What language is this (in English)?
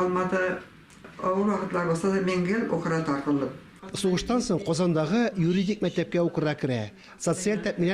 Tatar